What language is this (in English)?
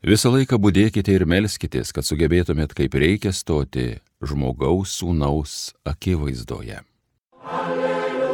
Lithuanian